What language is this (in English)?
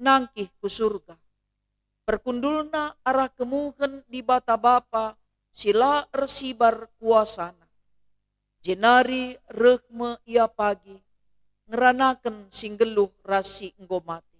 Batak Karo